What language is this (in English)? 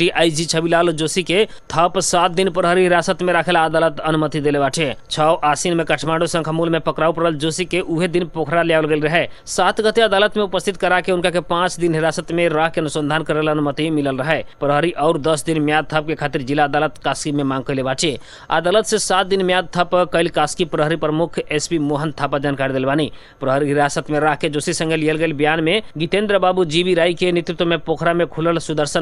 Bhojpuri